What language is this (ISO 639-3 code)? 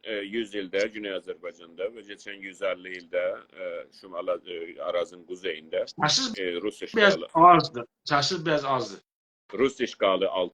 azb